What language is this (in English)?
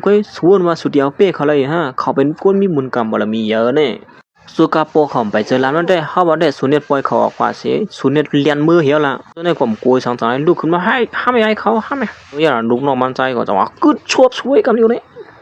Shan